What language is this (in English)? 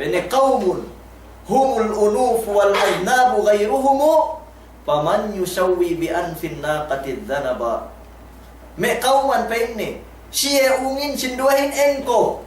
Yakan